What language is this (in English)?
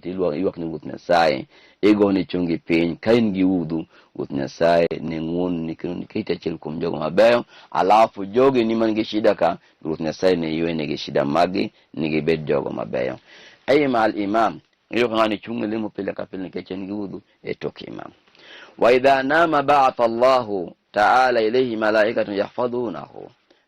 Luo (Kenya and Tanzania)